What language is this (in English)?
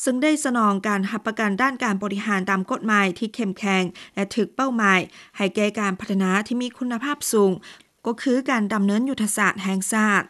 Lao